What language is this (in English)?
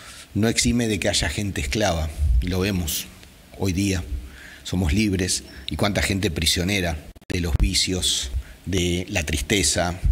Spanish